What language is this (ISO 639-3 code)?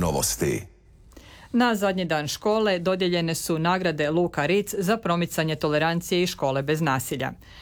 hrv